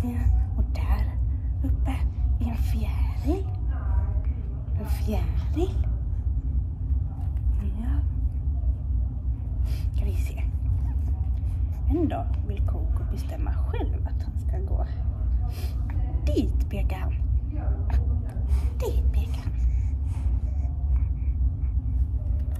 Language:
Swedish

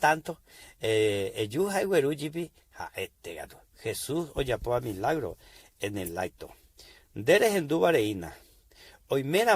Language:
Guarani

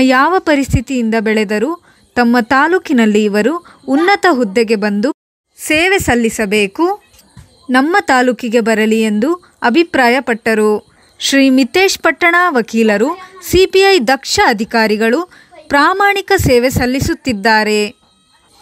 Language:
Kannada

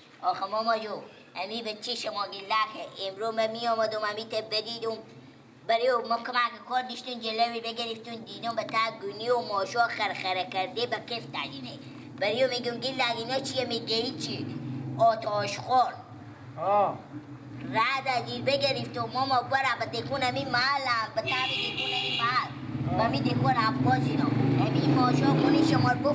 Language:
Persian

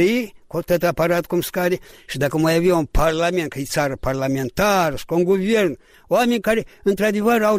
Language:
Romanian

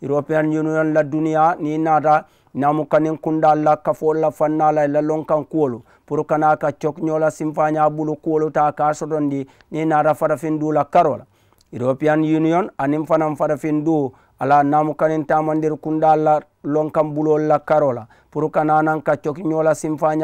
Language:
Mandingo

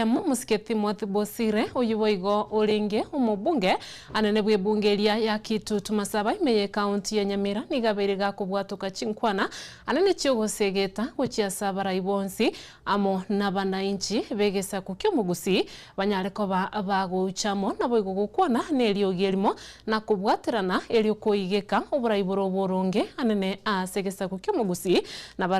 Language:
Gusii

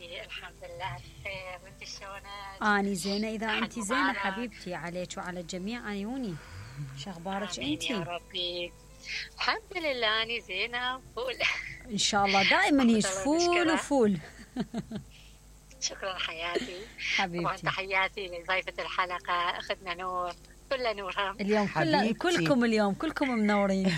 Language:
Mesopotamian Arabic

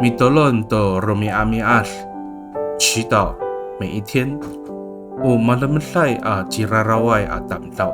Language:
Amis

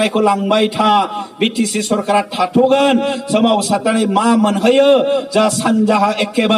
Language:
Bodo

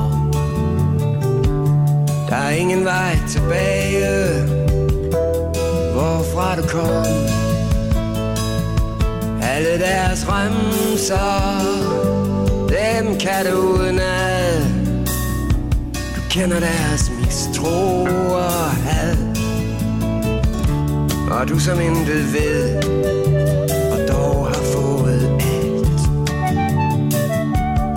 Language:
Danish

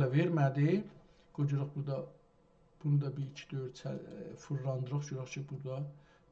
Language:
South Azerbaijani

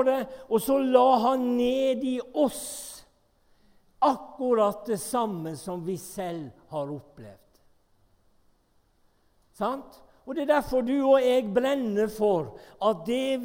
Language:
Norwegian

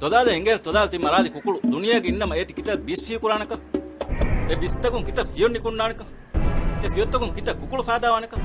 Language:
Divehi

